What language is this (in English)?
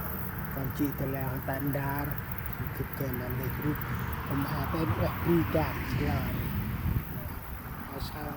Central Mnong